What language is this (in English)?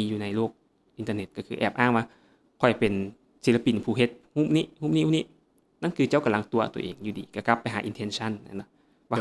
Lao